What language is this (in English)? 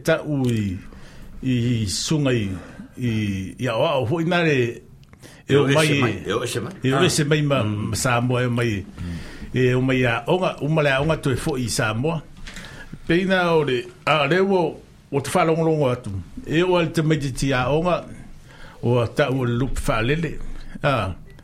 Samoan